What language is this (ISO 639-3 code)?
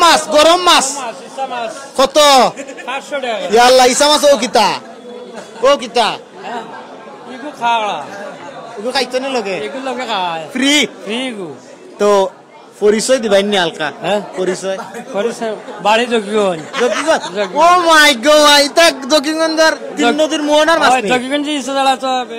syl